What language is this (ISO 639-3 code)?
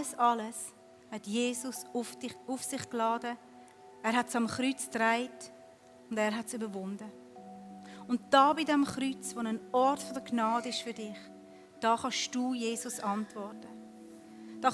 gsw